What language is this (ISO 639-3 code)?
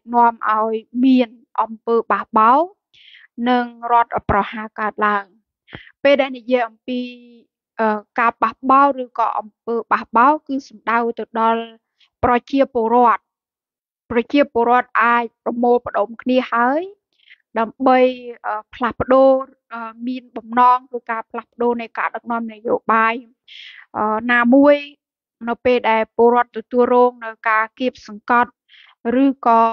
khm